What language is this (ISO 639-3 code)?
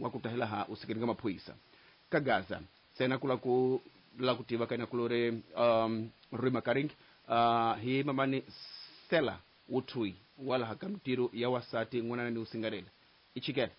tso